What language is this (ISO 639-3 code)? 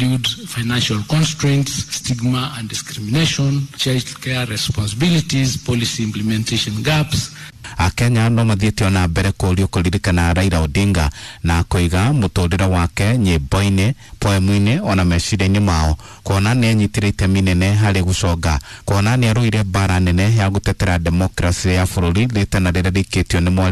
kik